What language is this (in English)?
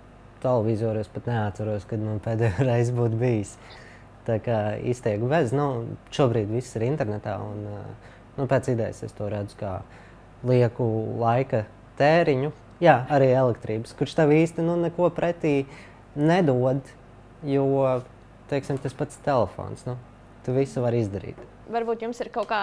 Latvian